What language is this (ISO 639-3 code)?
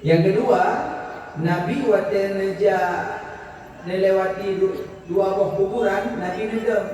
ace